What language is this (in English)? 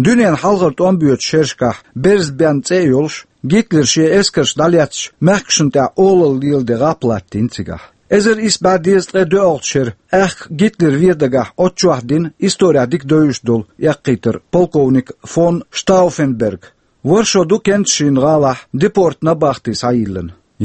Chechen